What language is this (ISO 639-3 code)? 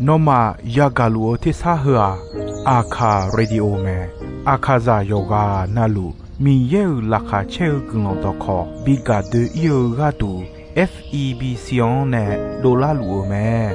ahk